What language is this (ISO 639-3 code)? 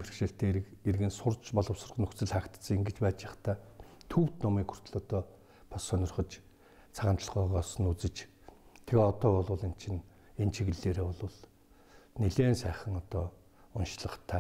mon